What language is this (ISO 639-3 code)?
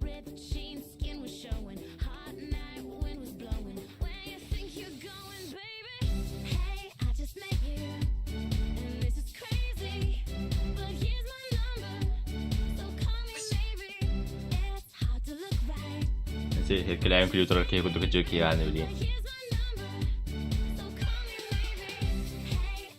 sah